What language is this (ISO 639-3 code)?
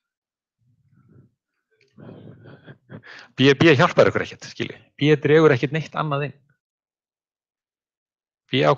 isl